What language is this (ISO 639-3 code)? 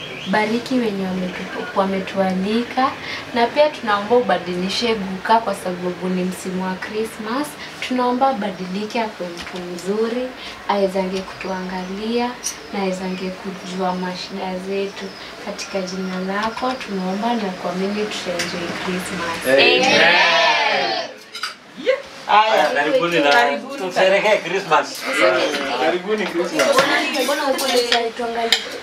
swa